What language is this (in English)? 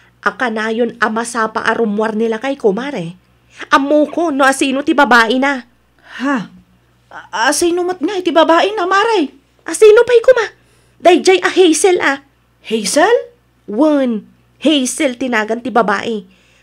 Iloko